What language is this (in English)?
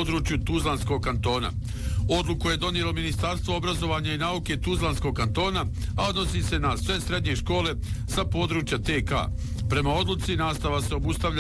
Bosnian